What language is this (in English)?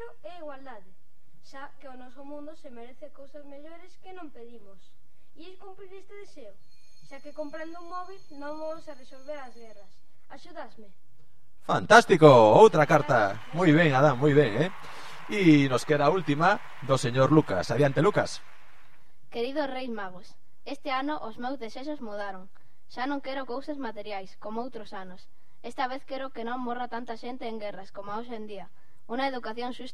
Galician